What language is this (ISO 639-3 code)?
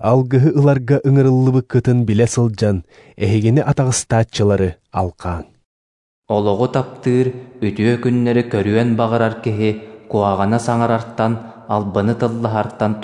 sah